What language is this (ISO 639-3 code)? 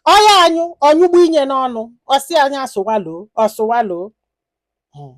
ibo